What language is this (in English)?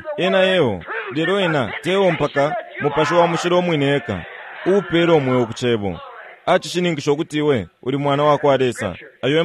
Bemba